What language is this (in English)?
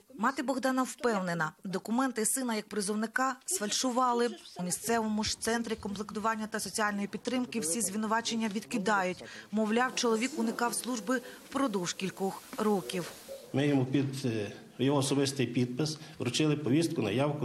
Ukrainian